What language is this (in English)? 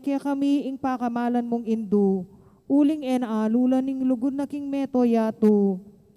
Pampanga